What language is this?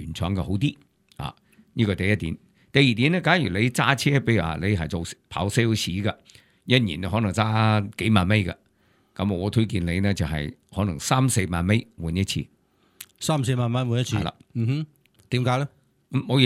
Cantonese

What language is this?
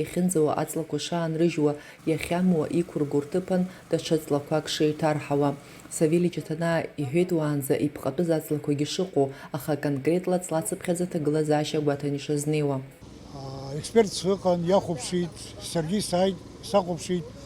Abkhazian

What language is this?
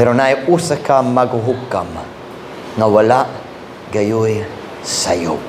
Cebuano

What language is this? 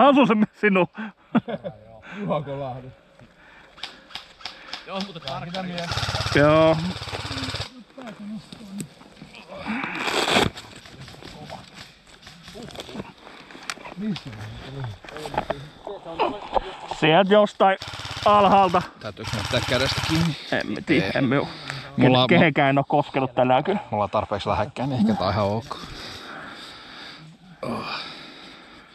Finnish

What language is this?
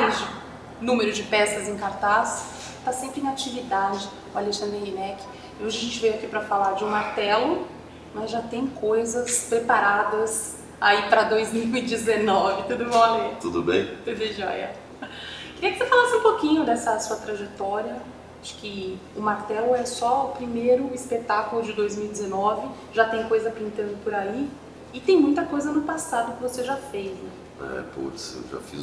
Portuguese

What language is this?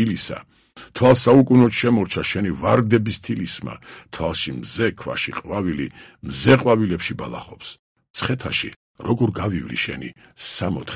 Georgian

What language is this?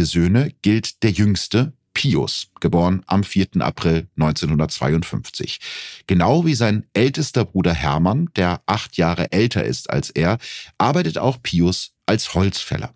German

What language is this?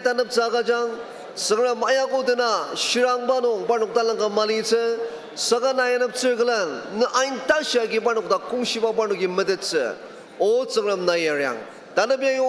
Ao Naga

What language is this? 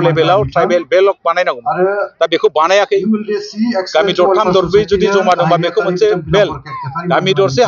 Bodo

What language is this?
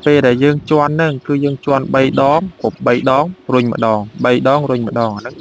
Khmer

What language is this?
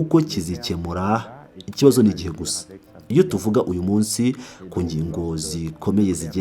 Kinyarwanda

